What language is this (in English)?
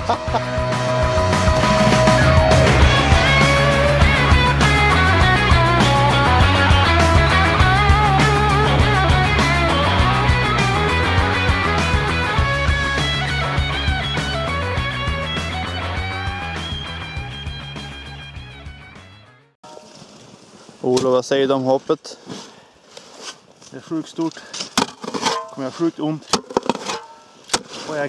Swedish